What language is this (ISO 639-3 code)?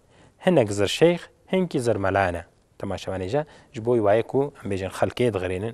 kur